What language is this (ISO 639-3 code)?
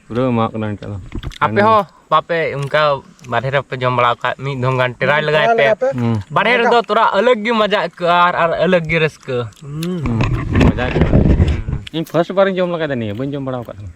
sat